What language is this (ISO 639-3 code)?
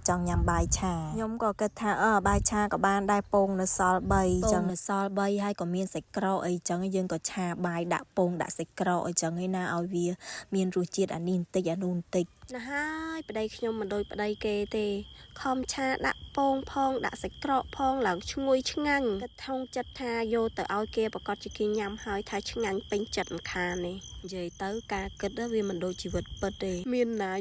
khm